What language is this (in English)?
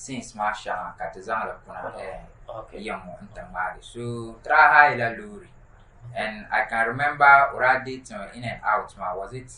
Dagbani